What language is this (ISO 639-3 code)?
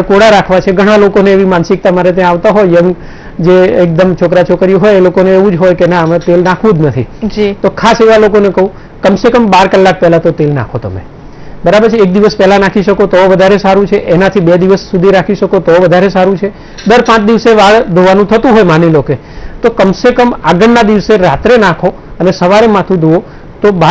guj